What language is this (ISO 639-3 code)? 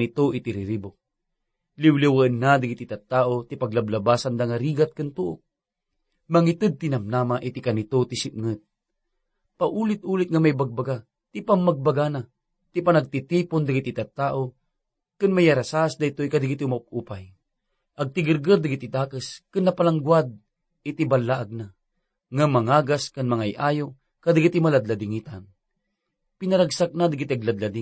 ilo